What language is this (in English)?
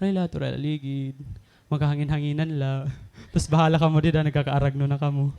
Waray